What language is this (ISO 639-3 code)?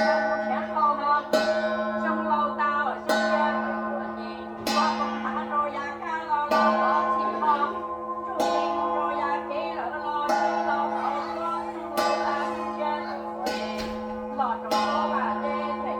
hmn